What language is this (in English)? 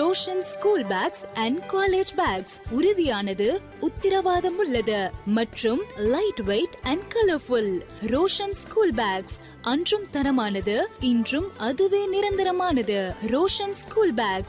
Tamil